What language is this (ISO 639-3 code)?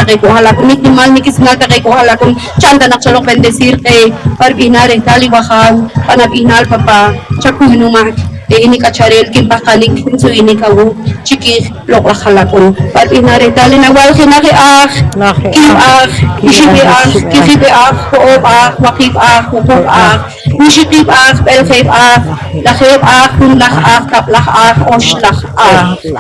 poh